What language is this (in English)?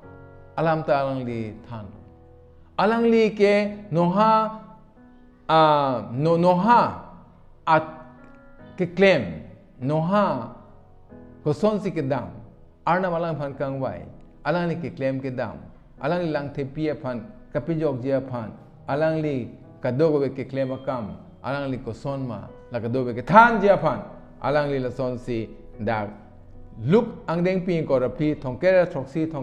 Karbi